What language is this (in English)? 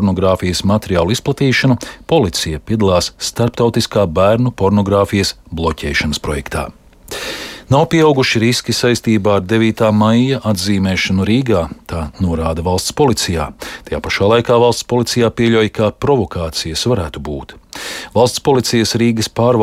Latvian